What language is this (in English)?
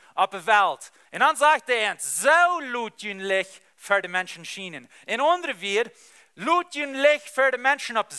Plautdietsch